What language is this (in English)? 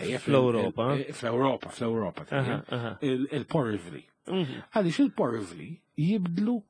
Maltese